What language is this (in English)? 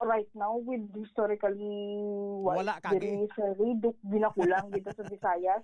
Hiligaynon